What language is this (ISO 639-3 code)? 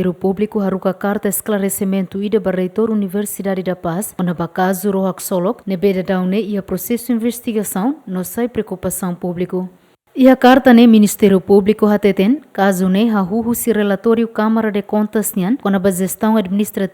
tet